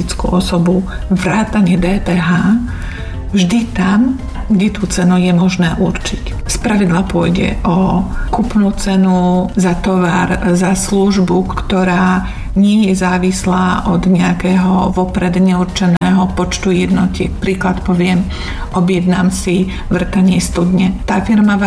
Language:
Slovak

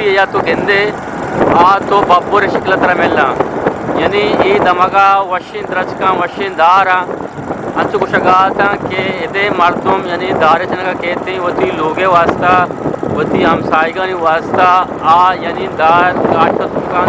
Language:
Eastern Balochi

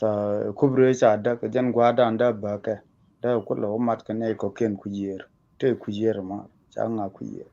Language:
Nuer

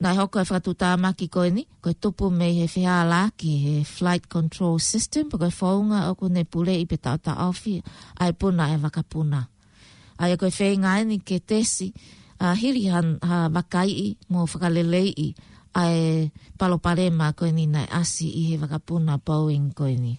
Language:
Tongan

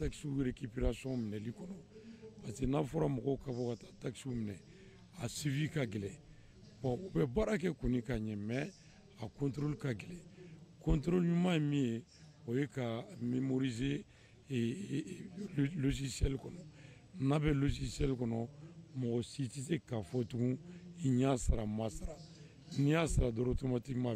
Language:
Bambara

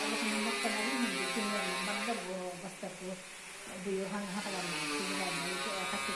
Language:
Yakut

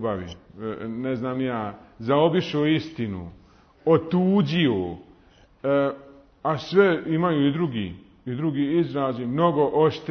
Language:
Bosnian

